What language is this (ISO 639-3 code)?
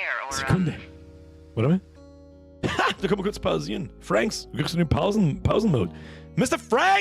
bar